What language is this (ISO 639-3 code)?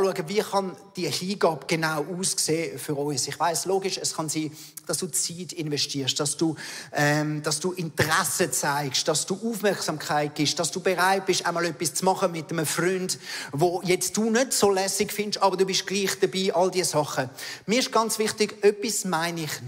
gsw